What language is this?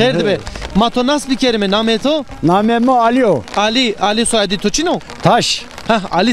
Zaza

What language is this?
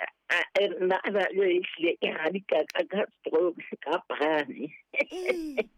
Southern Sotho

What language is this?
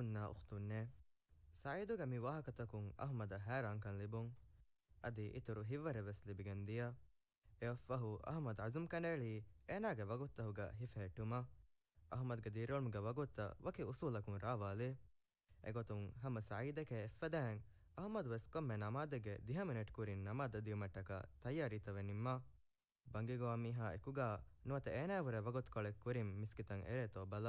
Divehi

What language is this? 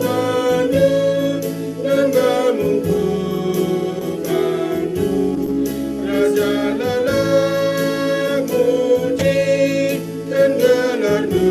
Batak Karo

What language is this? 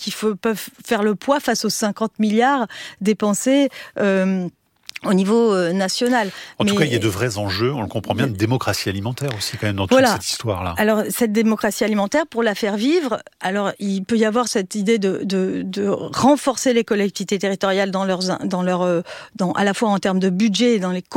French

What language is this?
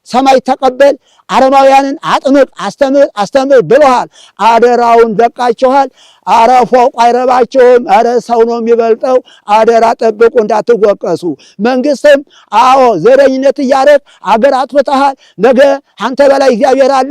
Amharic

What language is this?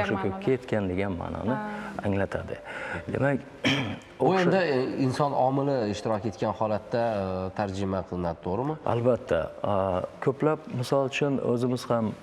Uzbek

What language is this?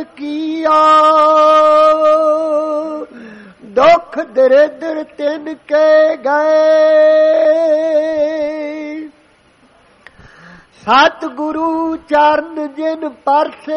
Punjabi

